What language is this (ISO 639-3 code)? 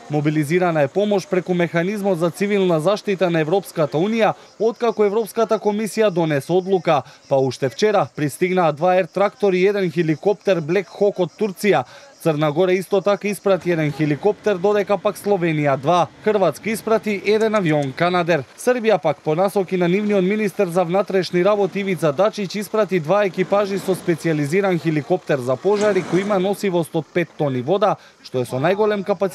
mkd